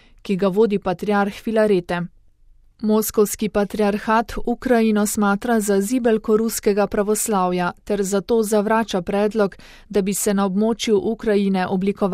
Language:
Slovenian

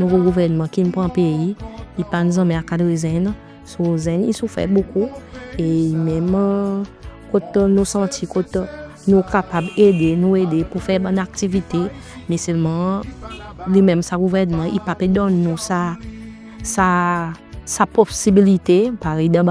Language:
Seselwa Creole French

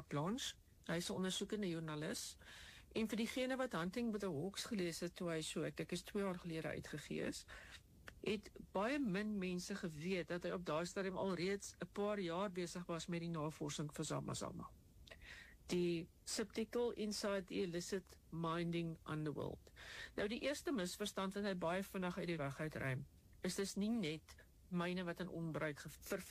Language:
Afrikaans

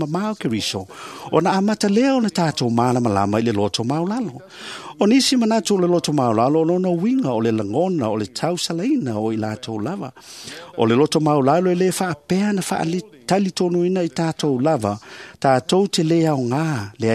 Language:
Samoan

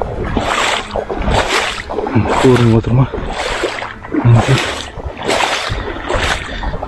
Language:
Kazakh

